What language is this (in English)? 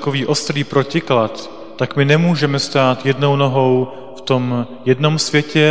Czech